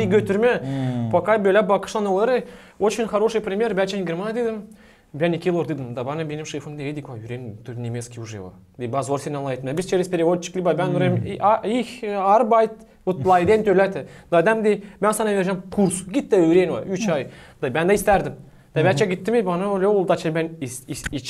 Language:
Gagauz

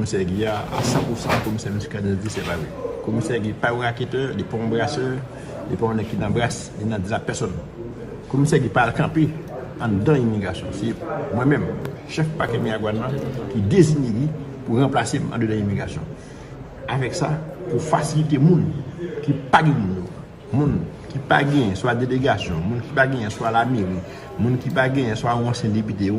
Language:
Haitian Creole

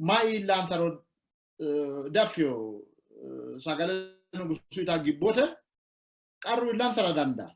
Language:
Sidamo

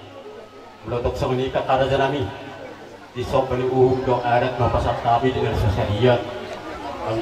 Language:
Batak Toba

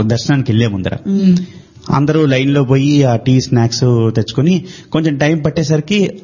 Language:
Telugu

